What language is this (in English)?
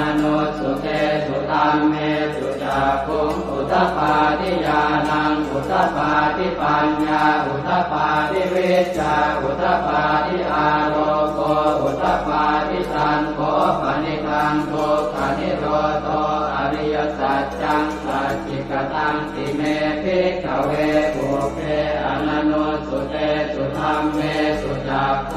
Pali